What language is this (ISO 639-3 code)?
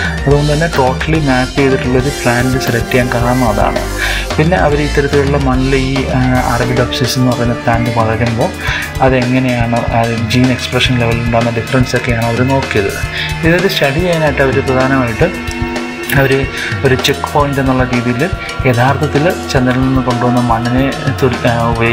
mal